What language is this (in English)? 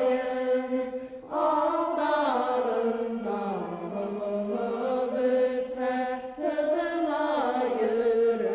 Bashkir